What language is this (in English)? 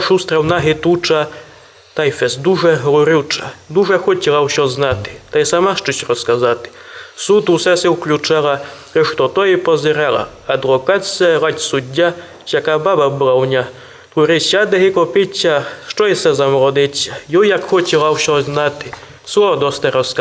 Rusyn